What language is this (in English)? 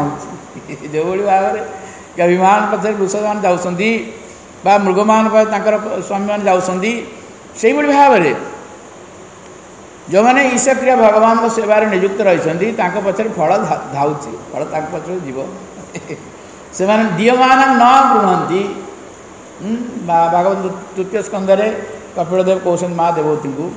Odia